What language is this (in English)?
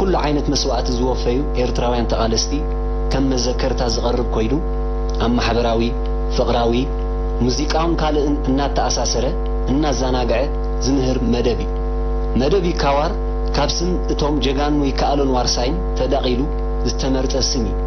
Tigrinya